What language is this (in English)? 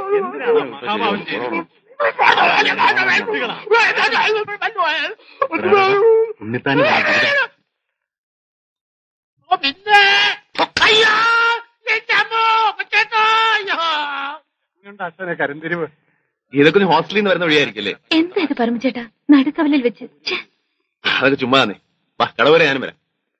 Malayalam